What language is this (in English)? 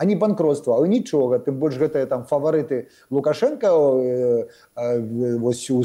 Belarusian